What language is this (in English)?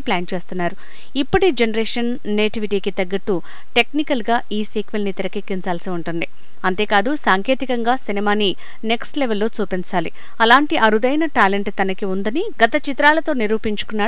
Telugu